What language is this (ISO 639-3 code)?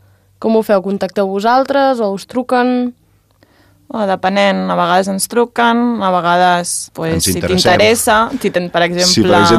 cat